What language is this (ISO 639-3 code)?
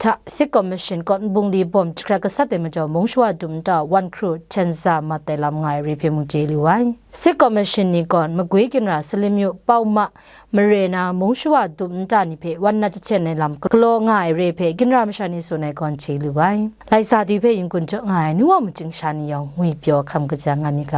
kac